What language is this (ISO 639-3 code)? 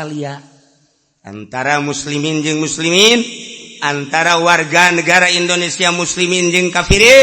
sun